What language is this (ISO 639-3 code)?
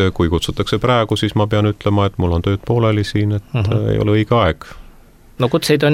est